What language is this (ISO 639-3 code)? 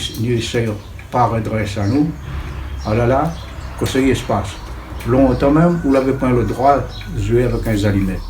rcf